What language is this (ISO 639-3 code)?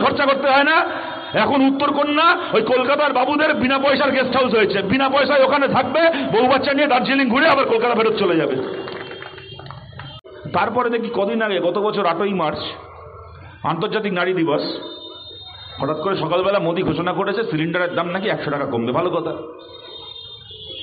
ben